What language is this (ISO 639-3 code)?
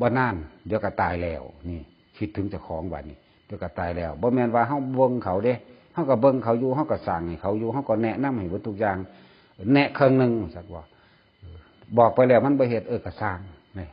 tts